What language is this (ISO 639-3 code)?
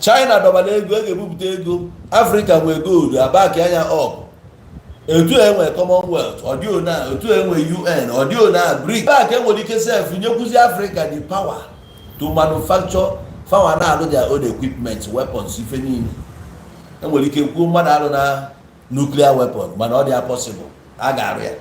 ibo